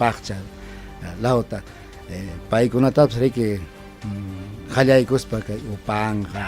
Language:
Ayacucho Quechua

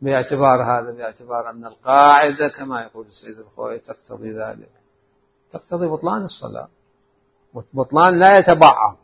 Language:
Mesopotamian Arabic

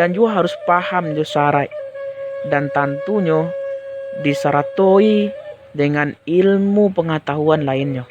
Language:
Minangkabau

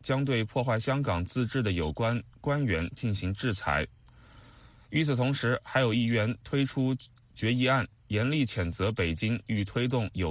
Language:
Chinese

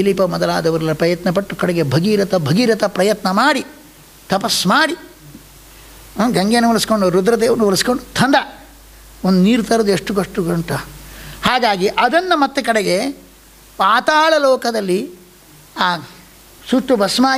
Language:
Kannada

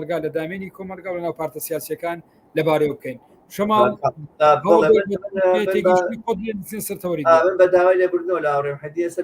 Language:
Central Kurdish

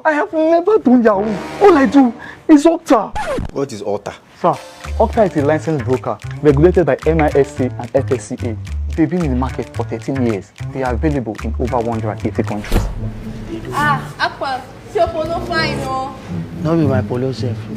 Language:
Nigerian Pidgin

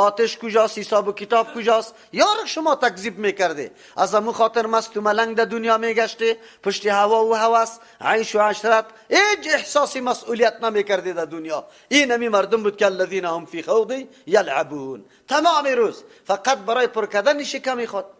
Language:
Persian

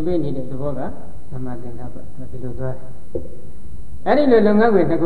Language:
Burmese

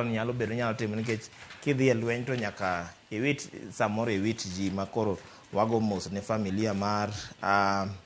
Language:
Luo (Kenya and Tanzania)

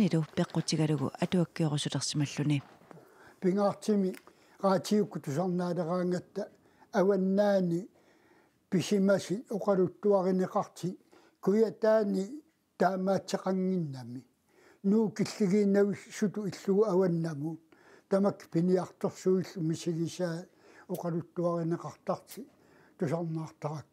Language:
Kalaallisut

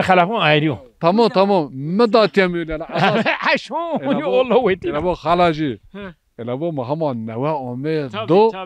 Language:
Zaza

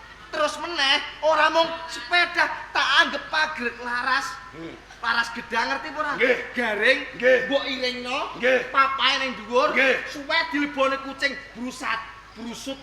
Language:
Javanese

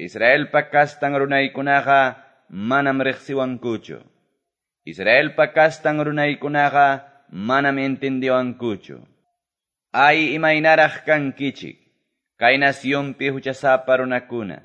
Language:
Quechua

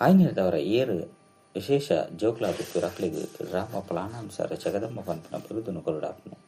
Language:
Tulu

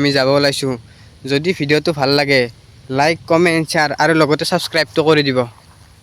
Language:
Assamese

